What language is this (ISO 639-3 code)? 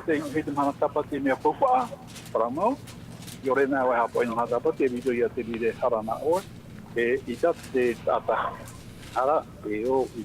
tah